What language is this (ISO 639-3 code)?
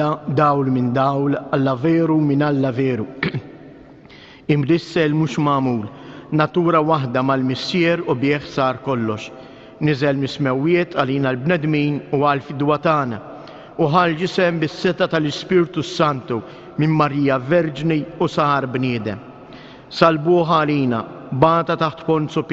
mlt